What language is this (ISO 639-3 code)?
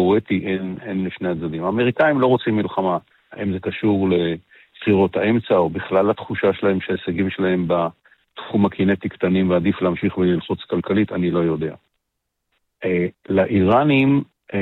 heb